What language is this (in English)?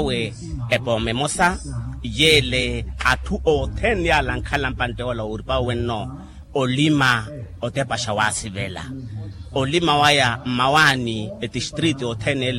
Makhuwa